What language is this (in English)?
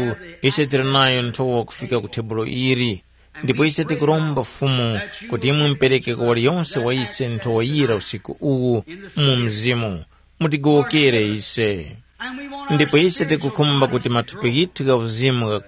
Tumbuka